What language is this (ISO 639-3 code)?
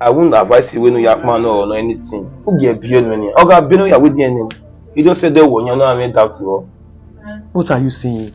bin